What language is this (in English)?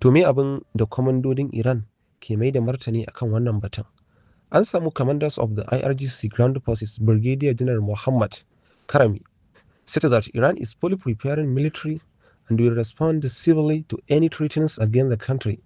Hausa